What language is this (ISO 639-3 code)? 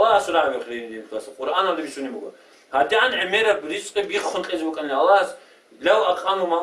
ava